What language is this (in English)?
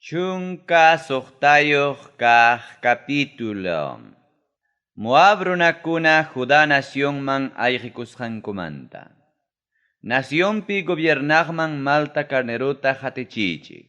Ayacucho Quechua